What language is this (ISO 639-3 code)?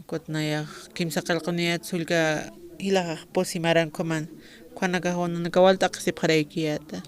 aym